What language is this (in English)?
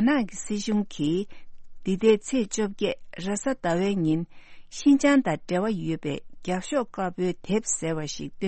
Tibetan